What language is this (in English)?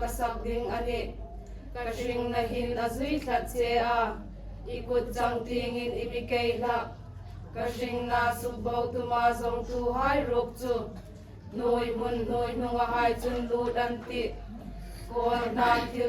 Hmar